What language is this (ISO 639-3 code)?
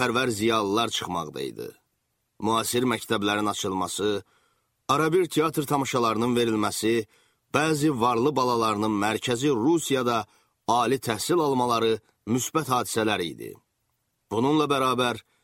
aze